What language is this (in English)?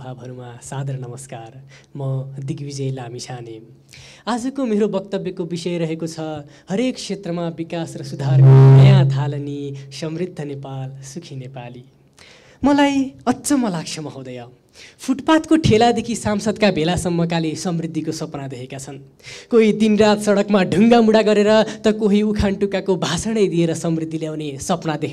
Nepali